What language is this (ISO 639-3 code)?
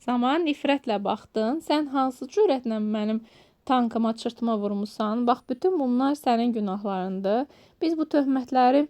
aze